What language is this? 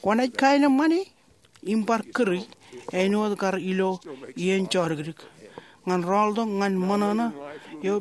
Marshallese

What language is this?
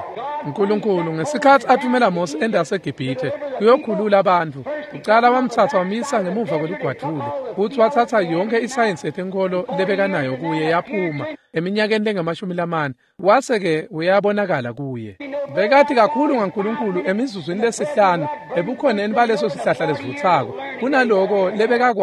Swati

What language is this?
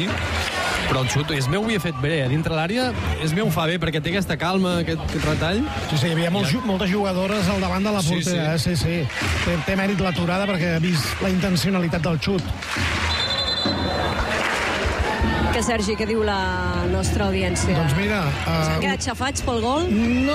Catalan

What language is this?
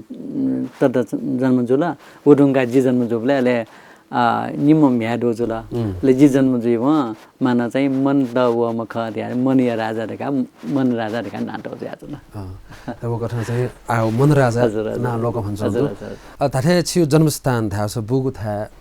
Newari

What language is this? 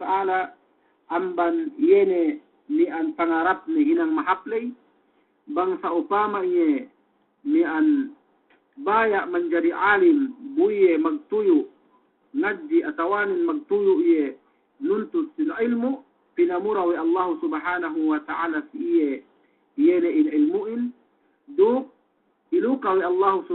Yakan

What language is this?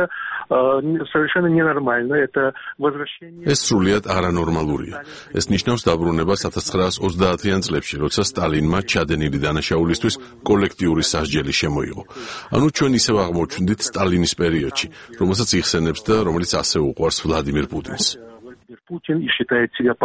Georgian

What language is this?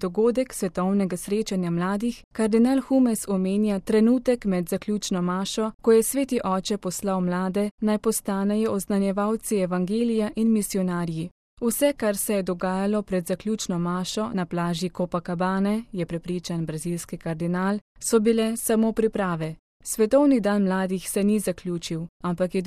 Slovenian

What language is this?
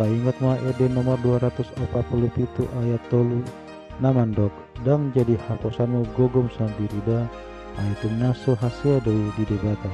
Batak Toba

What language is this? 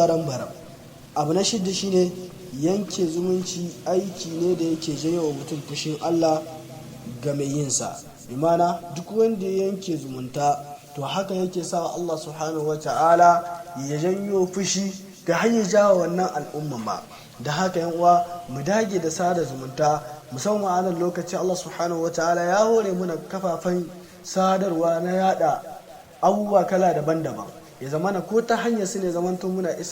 Hausa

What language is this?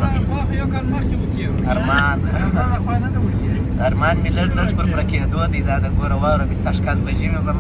Pashto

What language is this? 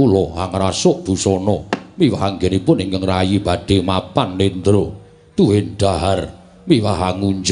Javanese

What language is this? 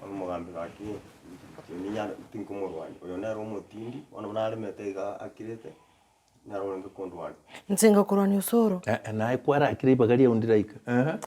Gusii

